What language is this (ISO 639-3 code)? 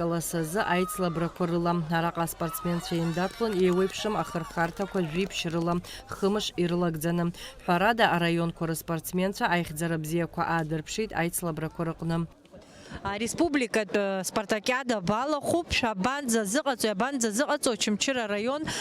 abk